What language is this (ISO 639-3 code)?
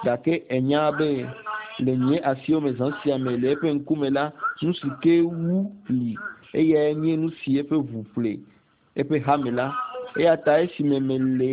ewe